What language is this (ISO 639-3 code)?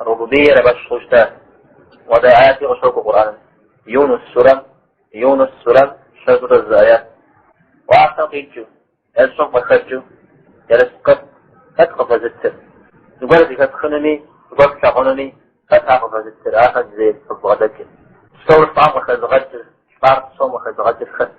kbd